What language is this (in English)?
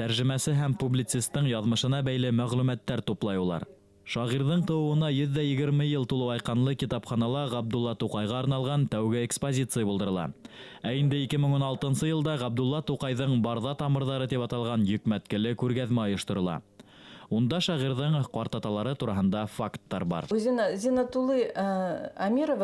Bashkir